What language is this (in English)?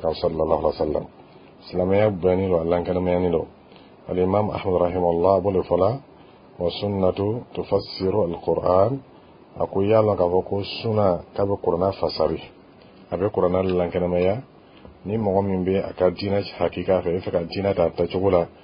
Bambara